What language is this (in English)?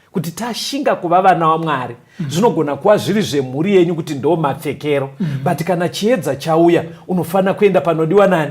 Shona